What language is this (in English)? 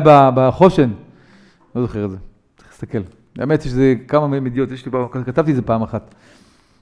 Hebrew